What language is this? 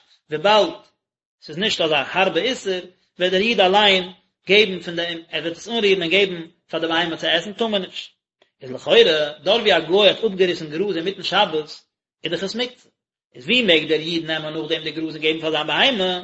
Yiddish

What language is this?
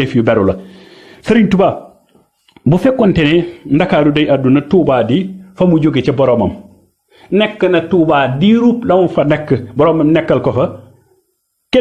Wolof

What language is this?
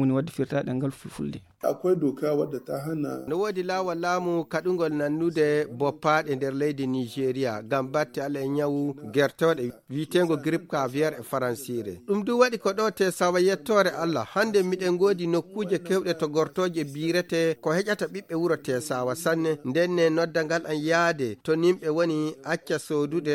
Fula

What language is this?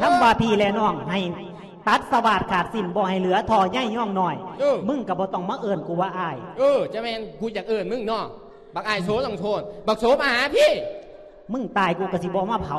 Lao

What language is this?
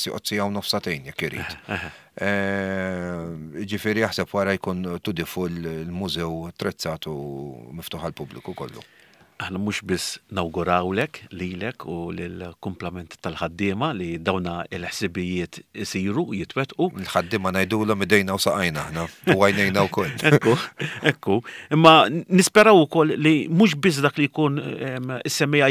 Maltese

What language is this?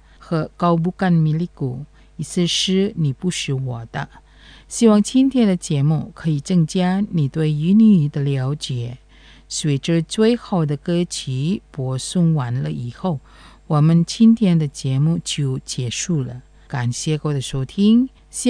Chinese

